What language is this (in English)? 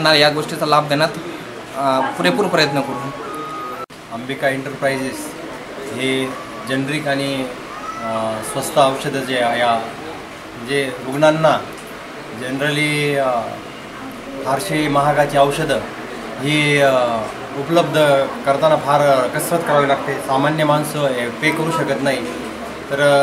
Marathi